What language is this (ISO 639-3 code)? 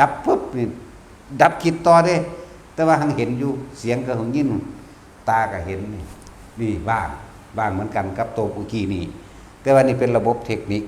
tts